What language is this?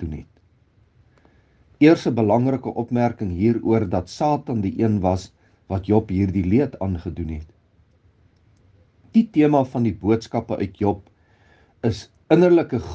Afrikaans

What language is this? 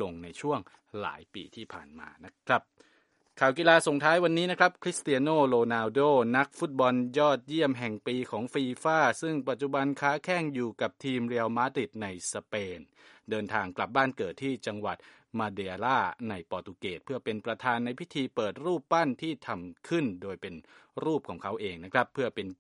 Thai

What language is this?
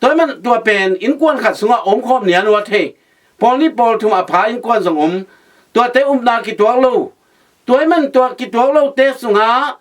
Tedim Chin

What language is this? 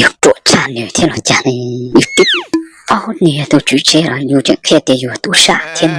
Hmong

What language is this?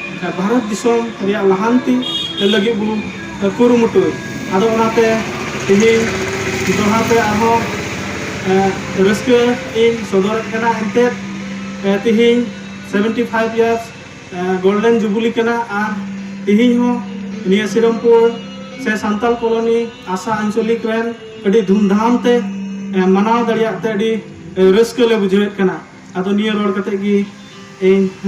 Santali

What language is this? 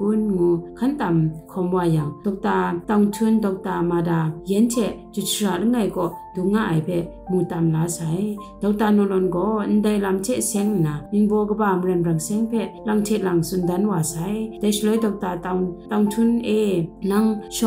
Kachin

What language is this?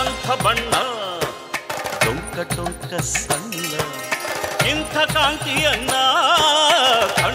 Kannada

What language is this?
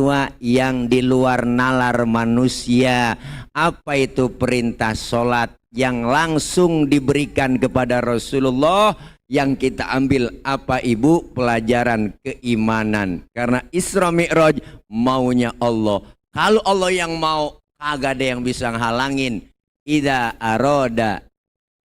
Betawi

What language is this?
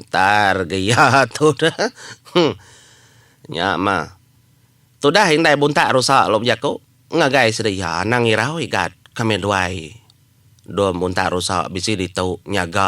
Iban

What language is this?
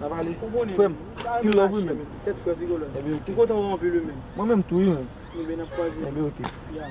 Haitian Creole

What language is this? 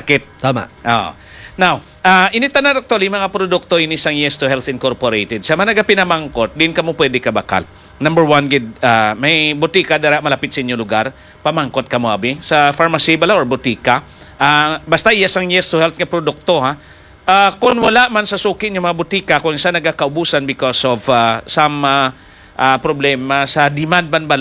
Hiligaynon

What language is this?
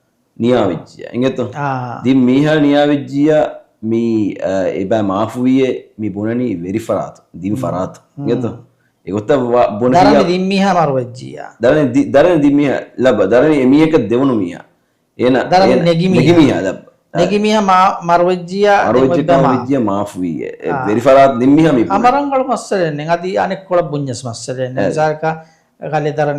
Divehi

